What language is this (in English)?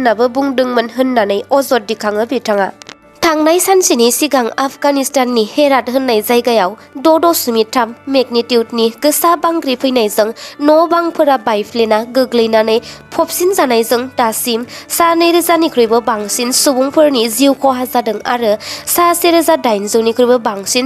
Bodo